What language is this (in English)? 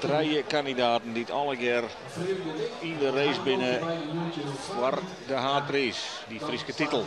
Western Frisian